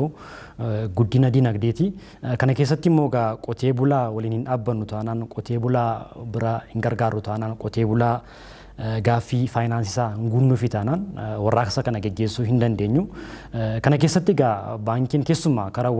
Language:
Oromo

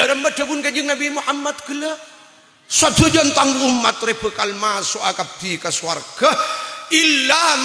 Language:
Madurese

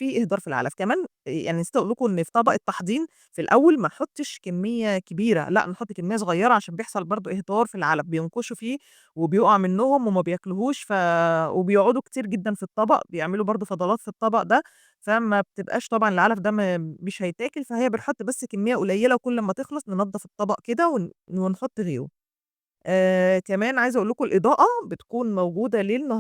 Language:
Egyptian Arabic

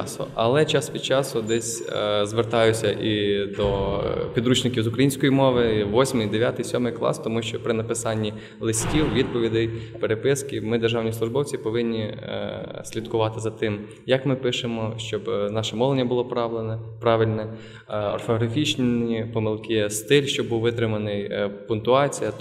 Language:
Ukrainian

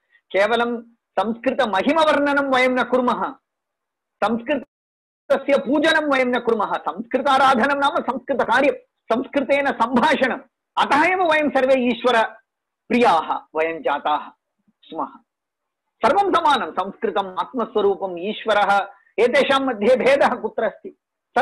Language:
Sanskrit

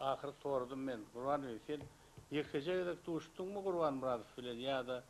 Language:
Turkmen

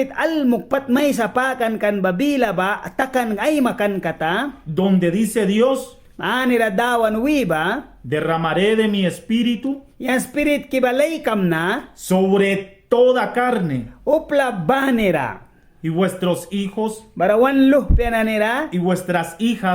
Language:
Mískito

